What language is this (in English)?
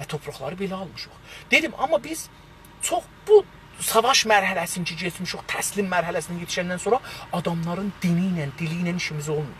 South Azerbaijani